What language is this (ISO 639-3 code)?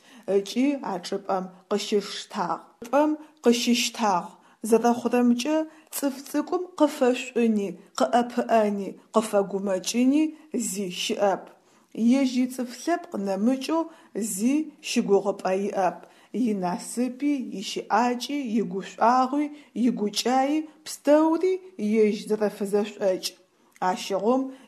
ady